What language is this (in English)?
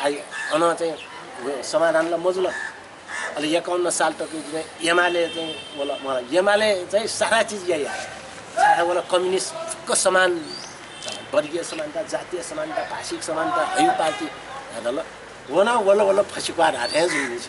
Newari